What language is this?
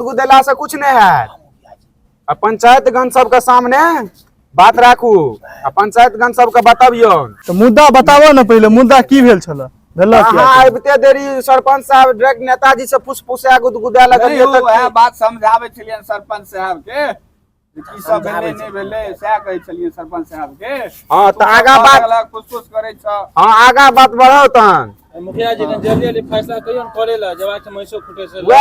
Maithili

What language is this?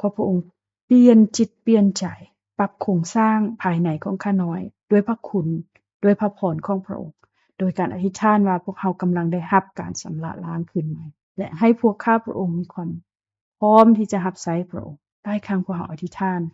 Lao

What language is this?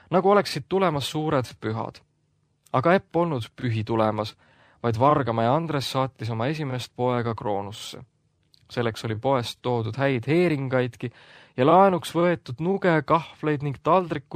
Estonian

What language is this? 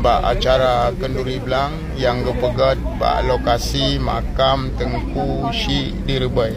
Achinese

